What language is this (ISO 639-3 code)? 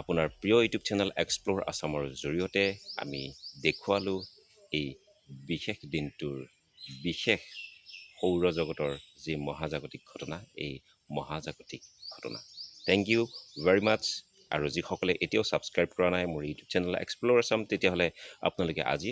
asm